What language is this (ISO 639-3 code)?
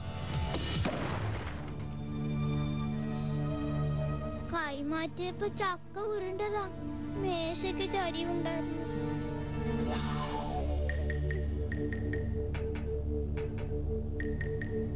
mal